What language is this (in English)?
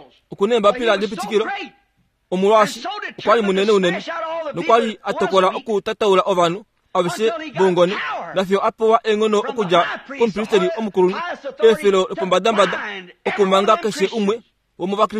Kuanyama